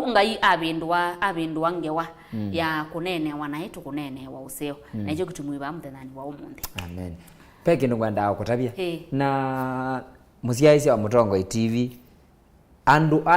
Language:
Kamba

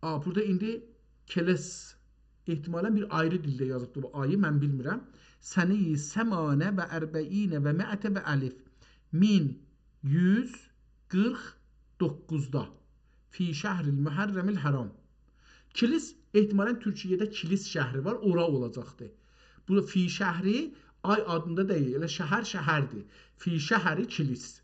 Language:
South Azerbaijani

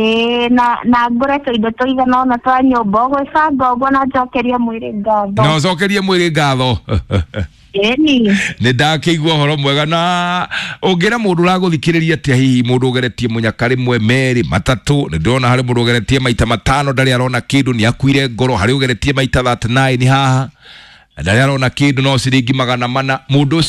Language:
Kikuyu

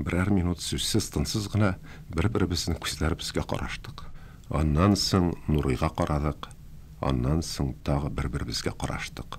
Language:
Tatar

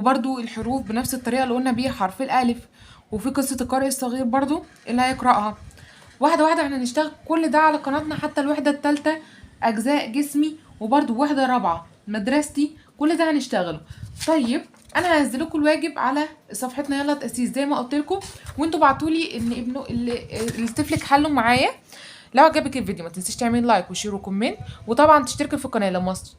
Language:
Egyptian Arabic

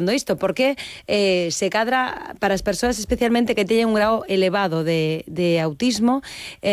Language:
Galician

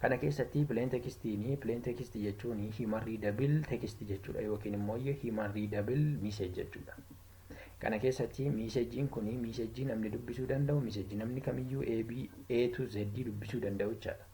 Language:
Oromo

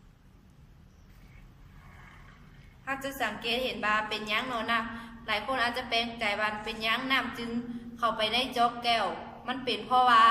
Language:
Lao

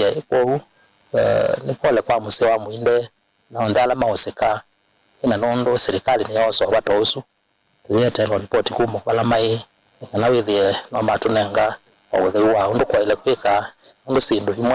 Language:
Kamba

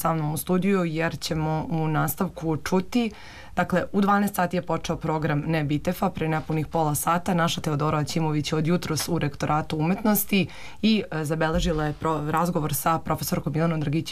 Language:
Serbian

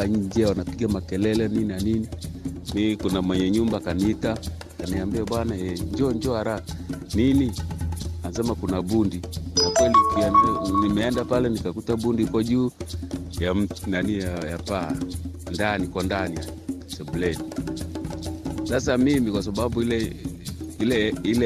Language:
Swahili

